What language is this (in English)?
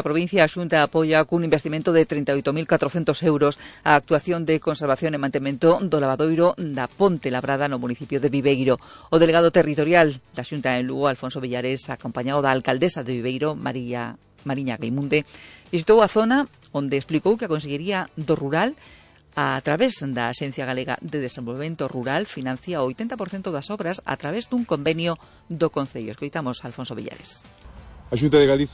Galician